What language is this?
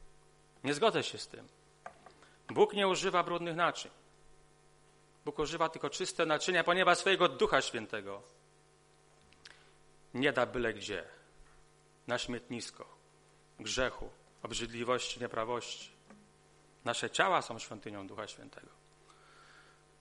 Polish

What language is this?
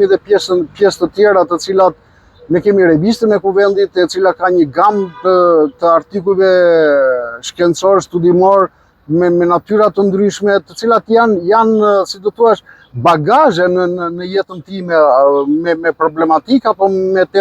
Albanian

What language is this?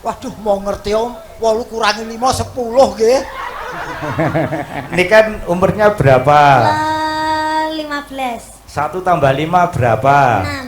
Javanese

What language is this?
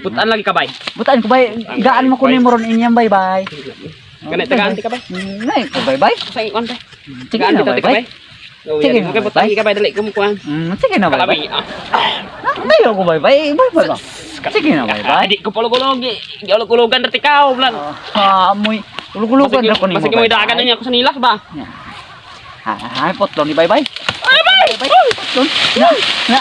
Cebuano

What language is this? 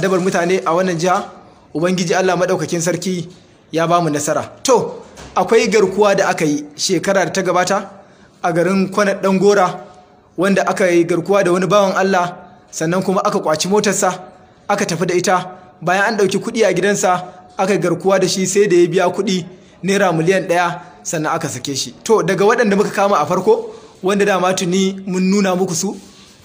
Hausa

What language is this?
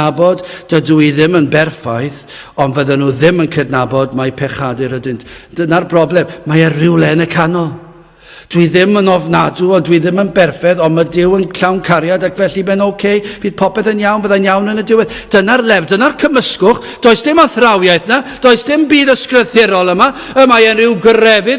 Welsh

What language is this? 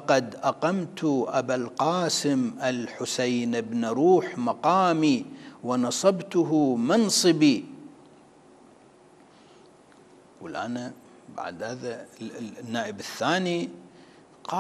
Arabic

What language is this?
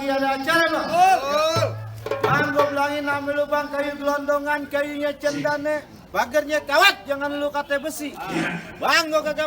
Betawi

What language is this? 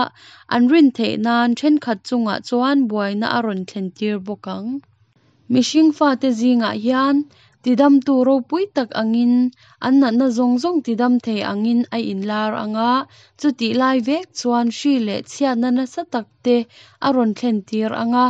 Mizo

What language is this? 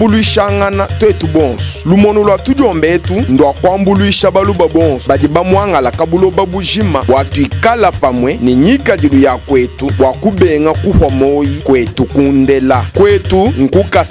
Luba-Lulua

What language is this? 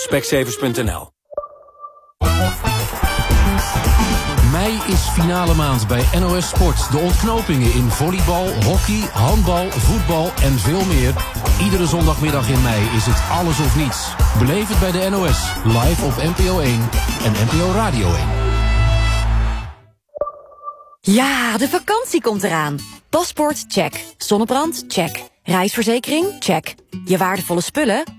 Dutch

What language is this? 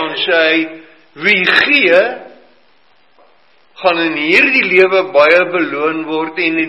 Afrikaans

